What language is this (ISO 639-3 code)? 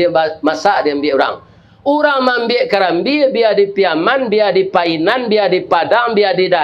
min